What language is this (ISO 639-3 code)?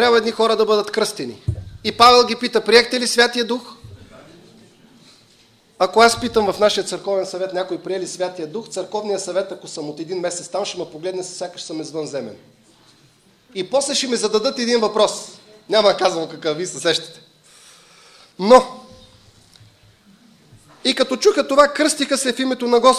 bul